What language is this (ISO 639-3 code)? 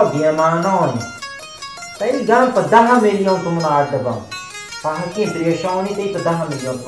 bal